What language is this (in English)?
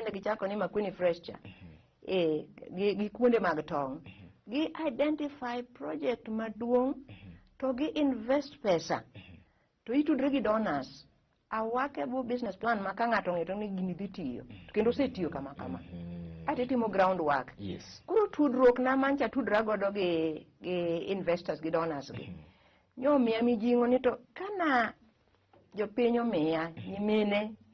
Luo (Kenya and Tanzania)